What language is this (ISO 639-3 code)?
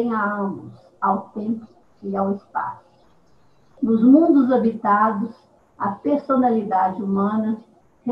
por